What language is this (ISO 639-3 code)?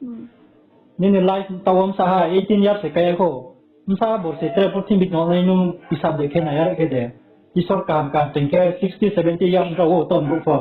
ria